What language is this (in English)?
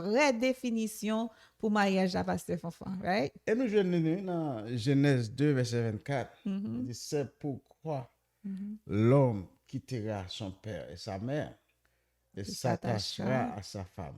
Haitian Creole